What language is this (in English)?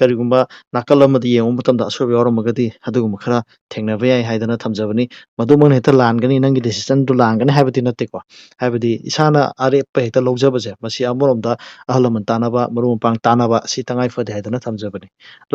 Manipuri